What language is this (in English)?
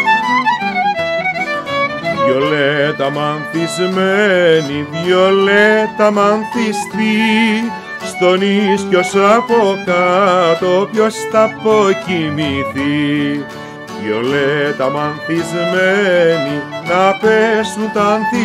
Greek